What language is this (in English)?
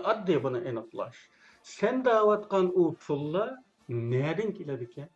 Uyghur